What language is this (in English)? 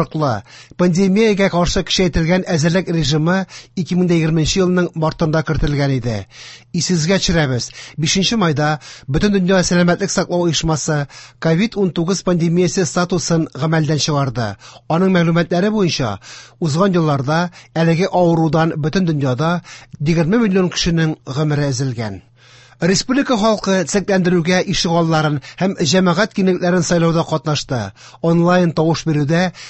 Tatar